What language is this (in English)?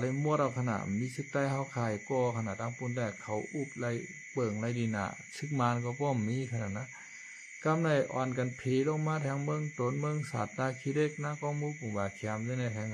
Shan